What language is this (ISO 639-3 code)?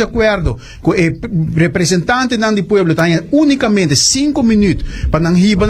pap